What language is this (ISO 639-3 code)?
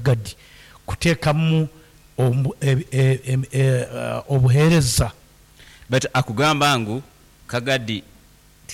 nyo